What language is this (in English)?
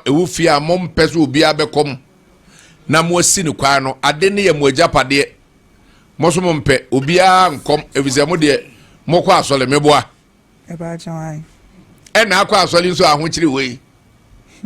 Akan